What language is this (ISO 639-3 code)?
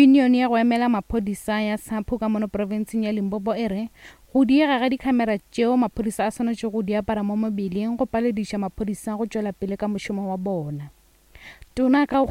nso